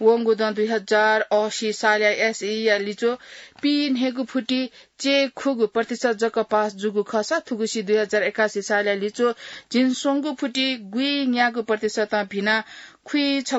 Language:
Newari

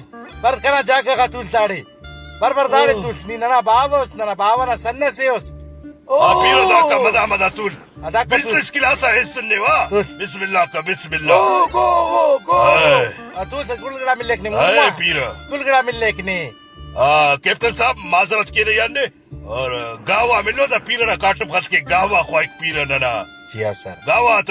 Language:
Brahui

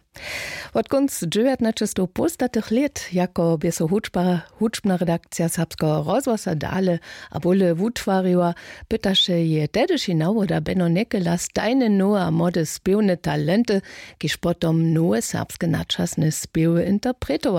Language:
Upper Sorbian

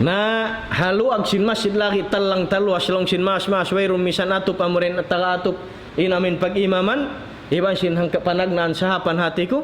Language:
Tausug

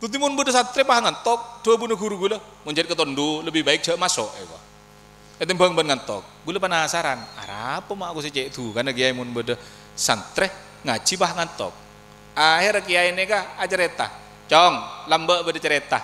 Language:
Madurese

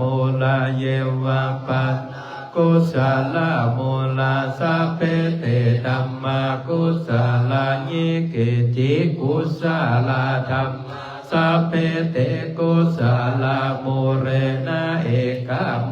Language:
Pali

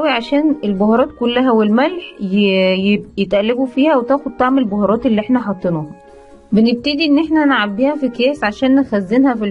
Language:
Egyptian Arabic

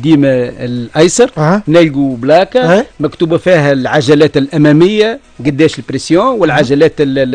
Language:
Tunisian Arabic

